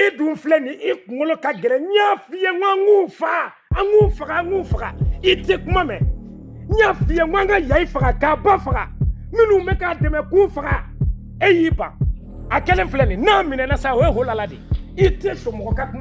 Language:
Bambara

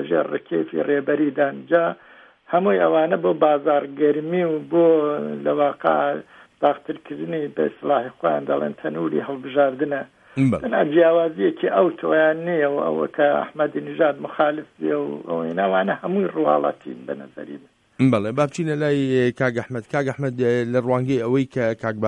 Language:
Central Kurdish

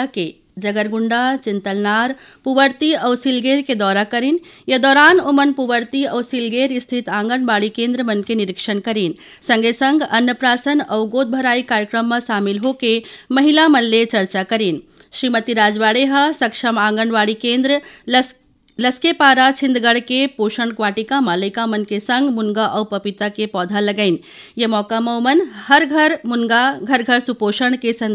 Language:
Chhattisgarhi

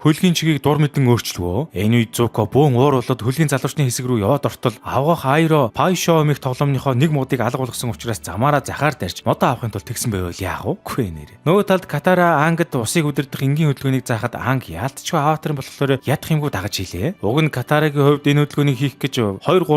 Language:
Mongolian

